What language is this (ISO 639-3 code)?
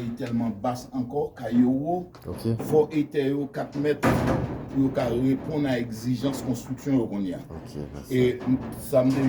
hat